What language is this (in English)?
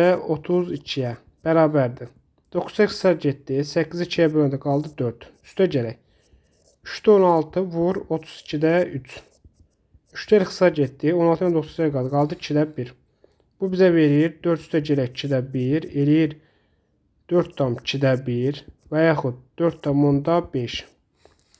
Azerbaijani